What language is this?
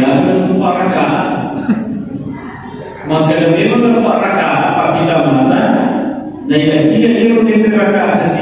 Indonesian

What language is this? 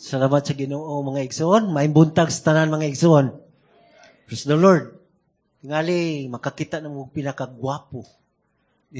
Cebuano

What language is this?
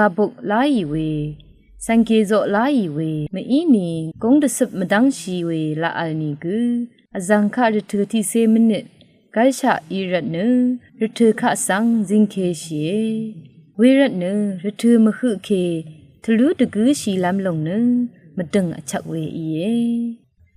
Rawang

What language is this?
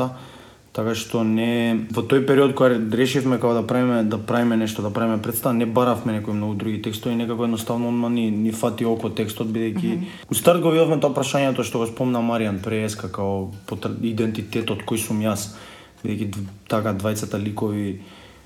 Macedonian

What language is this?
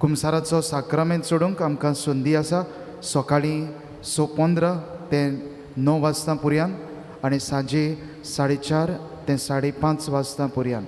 Konkani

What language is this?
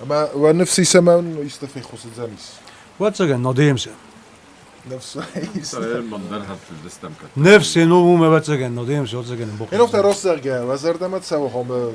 Ossetic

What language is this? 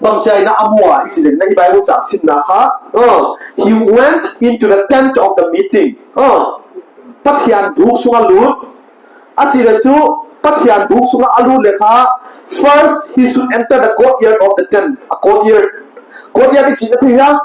Paite Chin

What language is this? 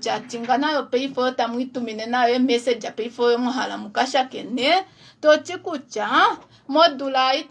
Kuanyama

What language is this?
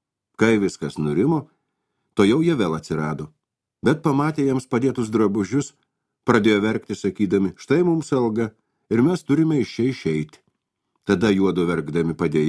Lithuanian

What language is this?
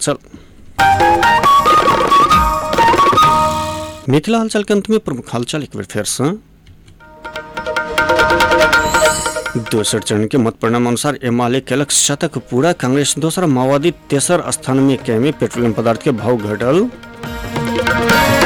Maithili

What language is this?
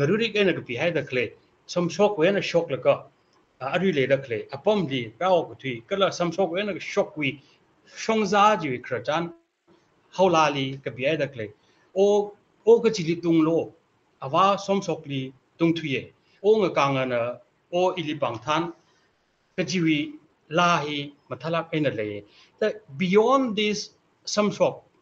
Tangkhul Naga (India)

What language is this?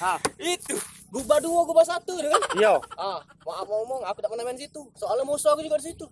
Musi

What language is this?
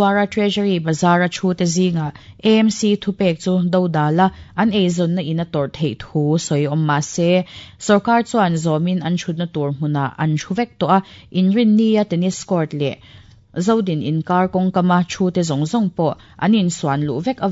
Mizo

